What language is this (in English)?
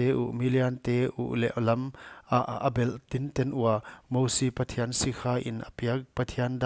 Paite Chin